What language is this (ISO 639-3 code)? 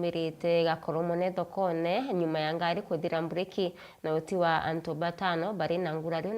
mer